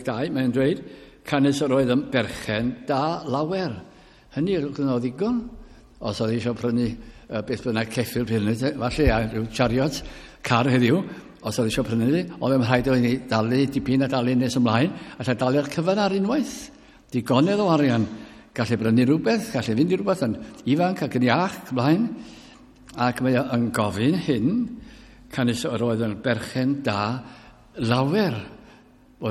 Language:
Welsh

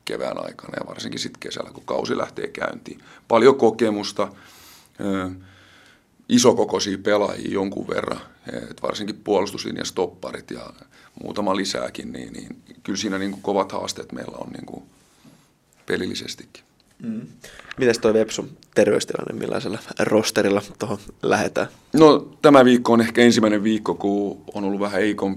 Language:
Finnish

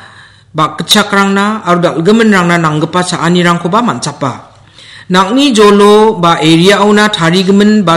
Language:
Garo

